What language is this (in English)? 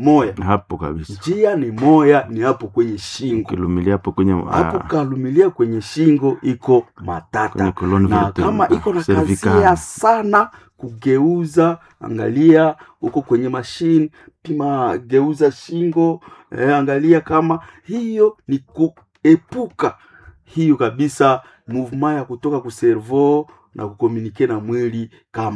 Swahili